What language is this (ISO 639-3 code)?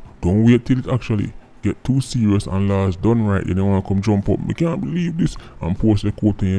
jam